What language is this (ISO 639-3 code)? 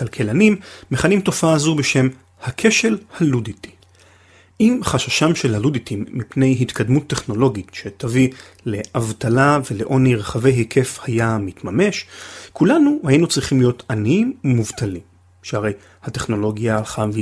heb